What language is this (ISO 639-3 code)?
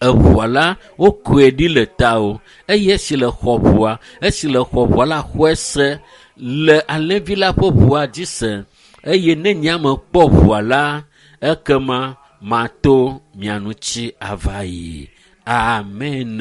ewe